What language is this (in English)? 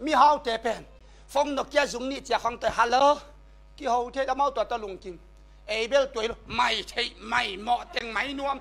Tedim Chin